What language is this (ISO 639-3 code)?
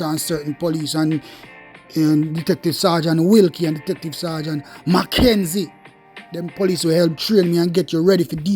jam